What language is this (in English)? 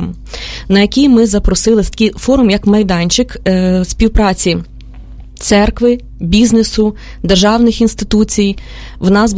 Ukrainian